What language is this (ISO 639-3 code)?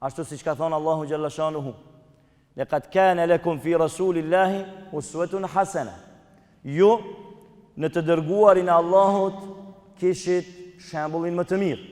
sqi